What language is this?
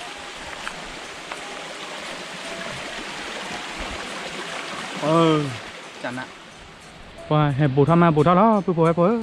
S'gaw Karen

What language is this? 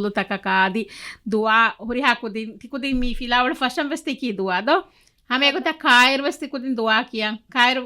Divehi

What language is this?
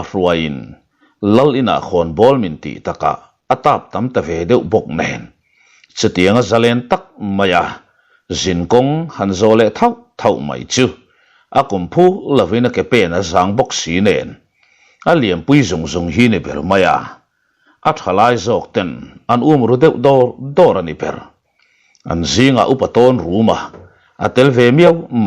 Mizo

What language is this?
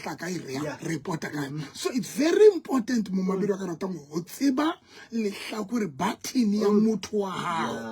Southern Sotho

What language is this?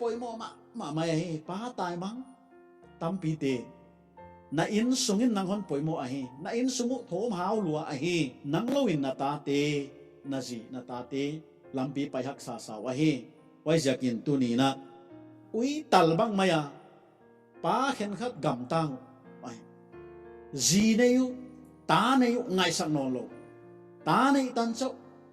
Paite Chin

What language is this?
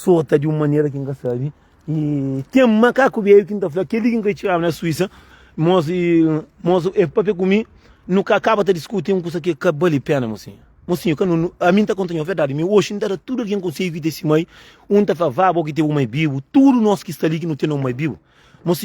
Kabuverdianu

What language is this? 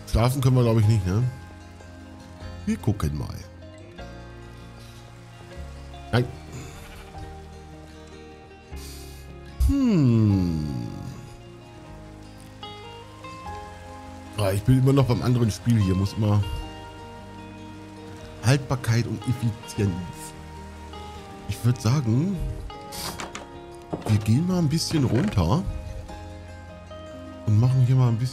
German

